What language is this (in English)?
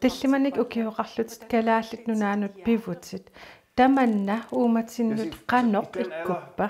Kalaallisut